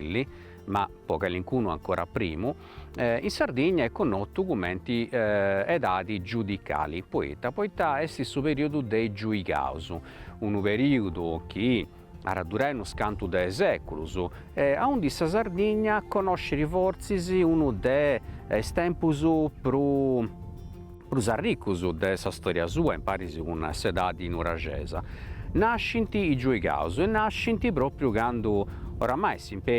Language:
Sardinian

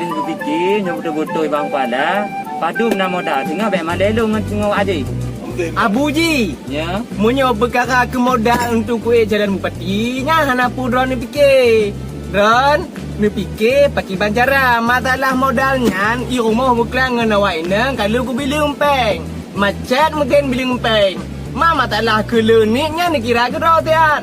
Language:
Achinese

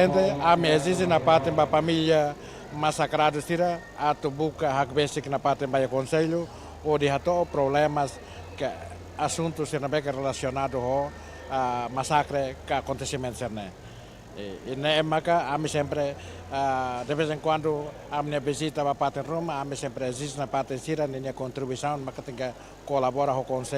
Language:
Tetum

